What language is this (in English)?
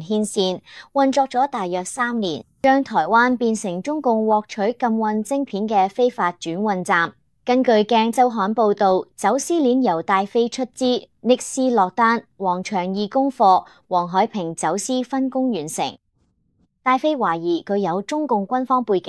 Cantonese